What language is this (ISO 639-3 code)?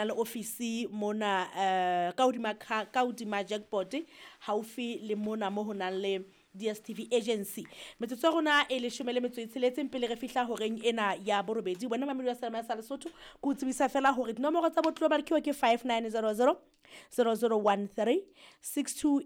sot